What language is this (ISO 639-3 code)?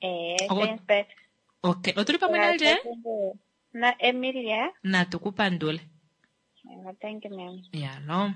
kua